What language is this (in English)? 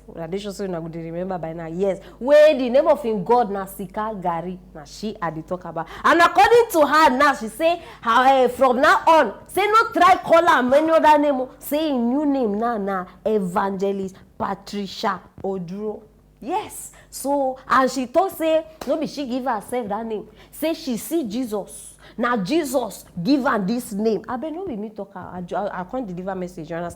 Nigerian Pidgin